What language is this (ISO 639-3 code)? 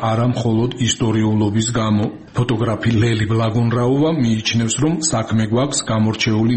kat